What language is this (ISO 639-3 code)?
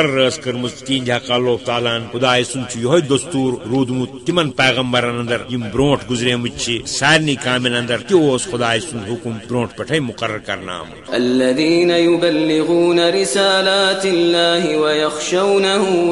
kas